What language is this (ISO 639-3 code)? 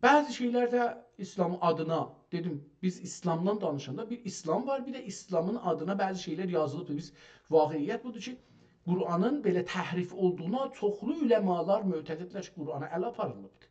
azb